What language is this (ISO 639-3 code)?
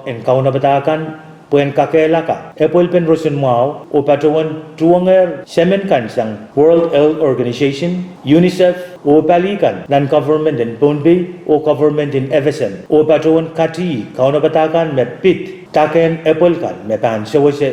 pon